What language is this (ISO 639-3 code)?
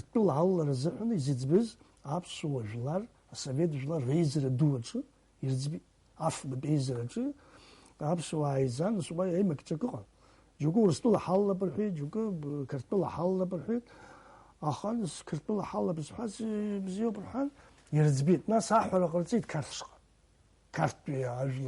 abk